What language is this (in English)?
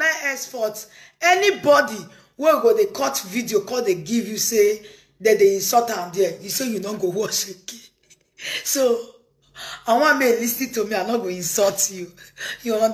Nigerian Pidgin